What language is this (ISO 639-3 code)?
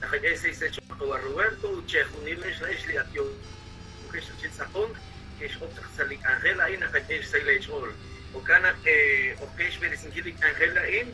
kek